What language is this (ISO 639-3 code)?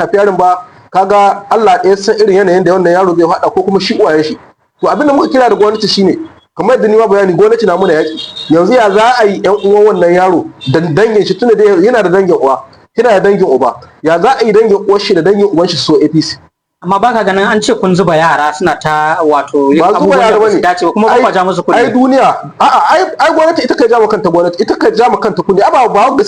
hau